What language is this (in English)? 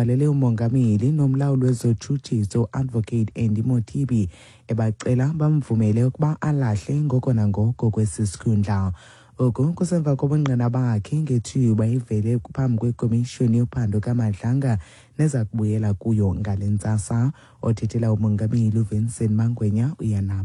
Xhosa